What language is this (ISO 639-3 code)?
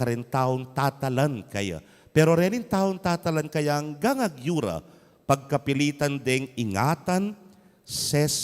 pam